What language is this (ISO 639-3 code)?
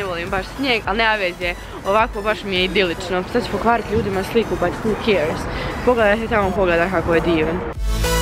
hrv